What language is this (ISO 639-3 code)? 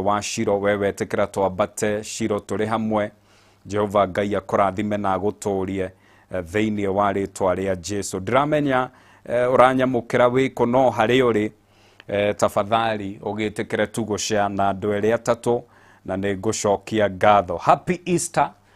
kik